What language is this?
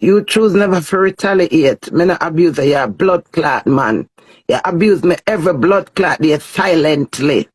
Jamaican Creole English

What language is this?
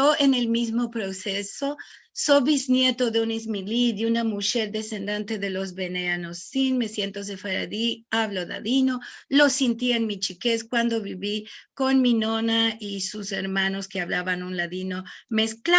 Ladino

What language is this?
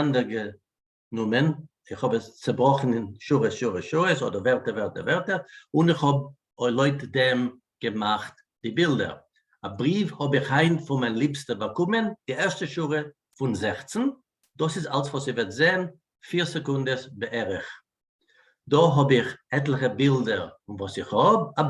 Yiddish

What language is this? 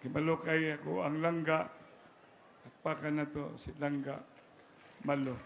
Cebuano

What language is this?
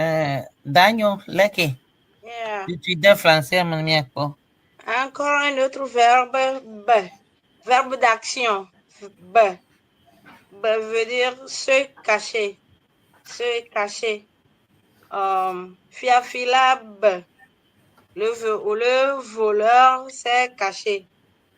Ewe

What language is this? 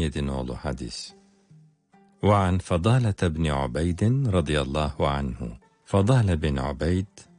Turkish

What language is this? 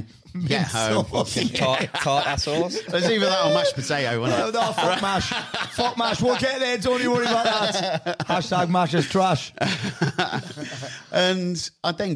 English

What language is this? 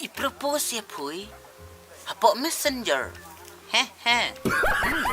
Khasi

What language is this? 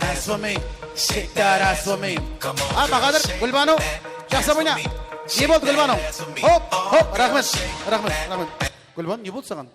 Kara-Kalpak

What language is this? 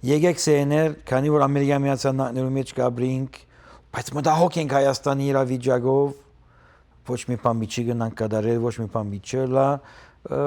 Western Armenian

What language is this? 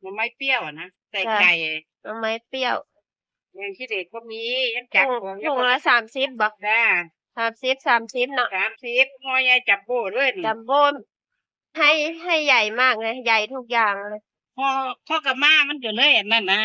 Northeastern Thai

